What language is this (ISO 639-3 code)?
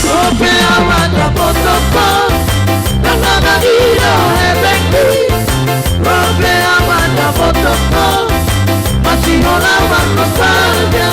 bbc